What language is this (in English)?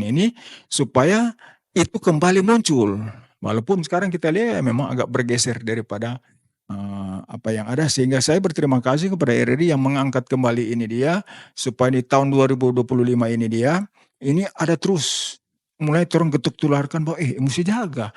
Manado Malay